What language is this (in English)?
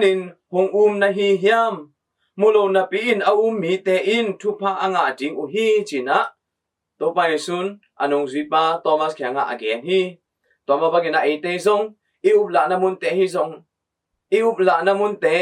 Tedim Chin